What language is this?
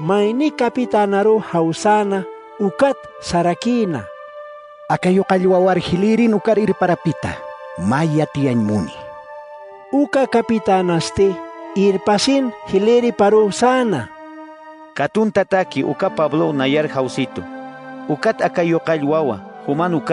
Aymara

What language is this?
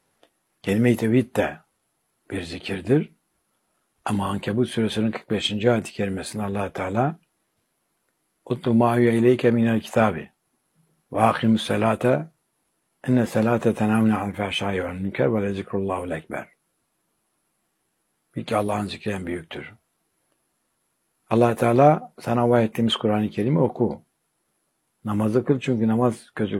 Turkish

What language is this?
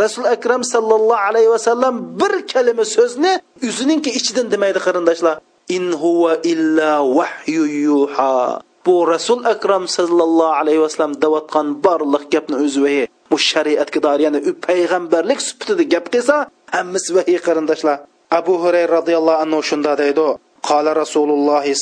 Uyghur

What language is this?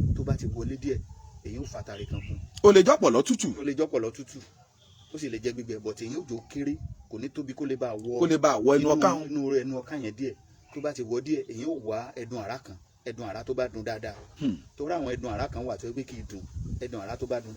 Yoruba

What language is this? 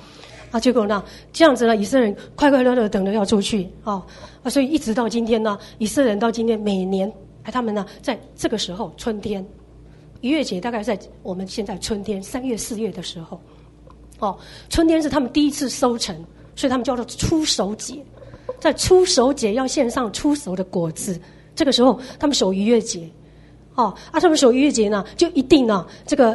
Chinese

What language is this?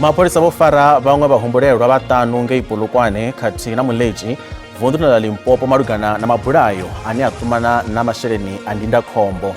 Venda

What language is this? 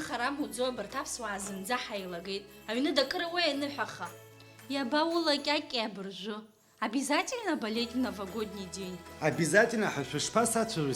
Abkhazian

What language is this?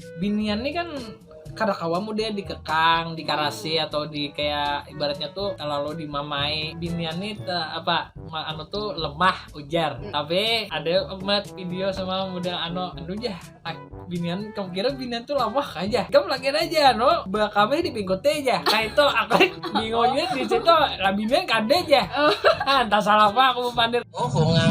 Banjar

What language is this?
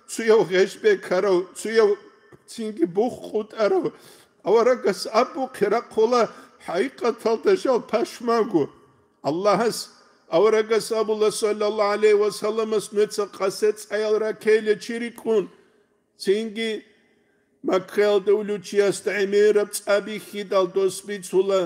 Avaric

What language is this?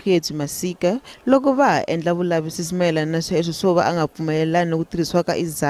Tsonga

